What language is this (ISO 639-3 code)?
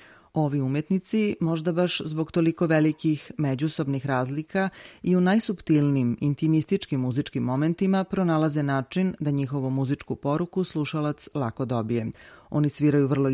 srp